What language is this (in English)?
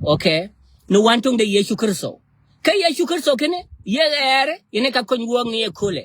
Nuer